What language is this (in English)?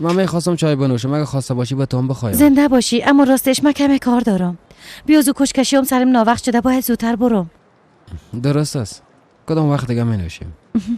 Persian